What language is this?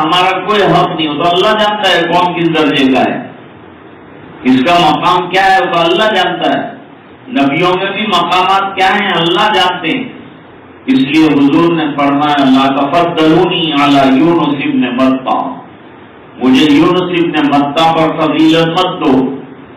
Urdu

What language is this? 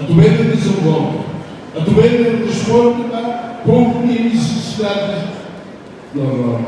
Tetum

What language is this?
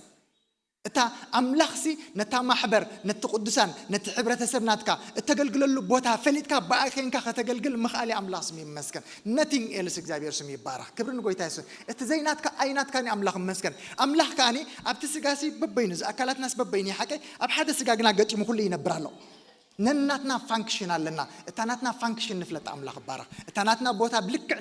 Tigrinya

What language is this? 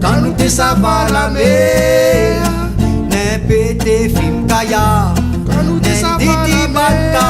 Réunion Creole French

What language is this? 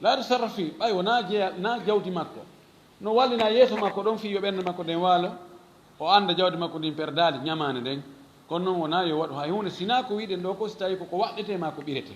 Fula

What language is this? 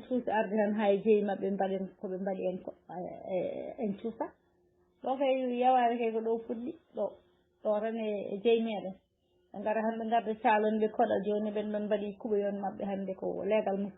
Fula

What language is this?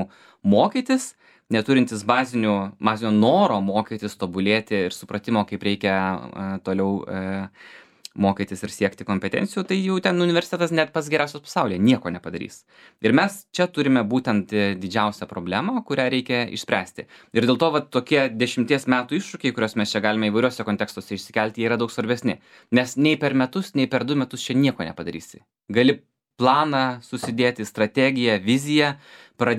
Lithuanian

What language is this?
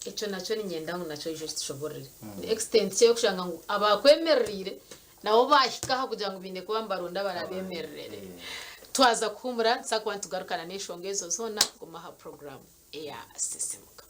Nyankole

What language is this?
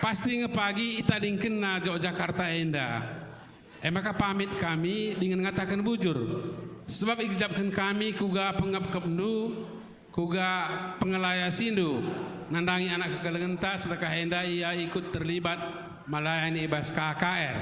Batak Karo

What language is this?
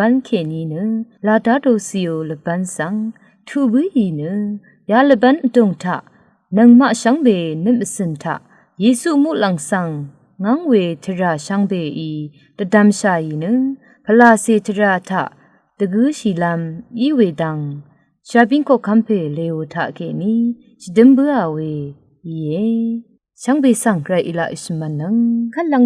Rawang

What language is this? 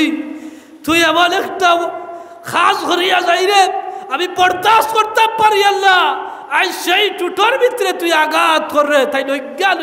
Sylheti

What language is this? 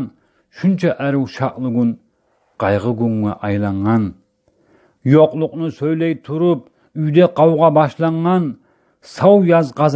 Kumyk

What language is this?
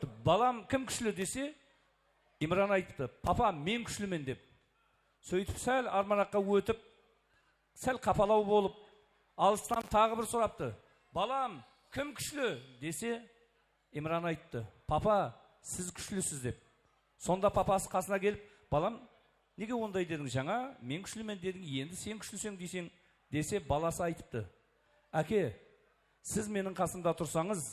Kara-Kalpak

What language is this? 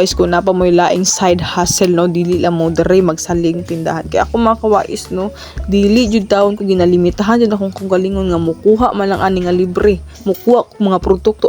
Cebuano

